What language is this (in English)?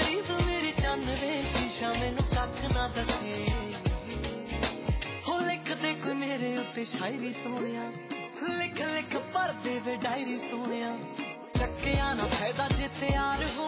Punjabi